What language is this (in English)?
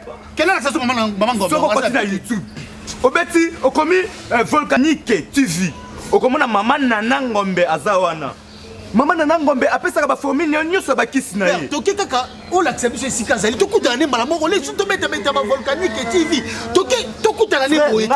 Lingala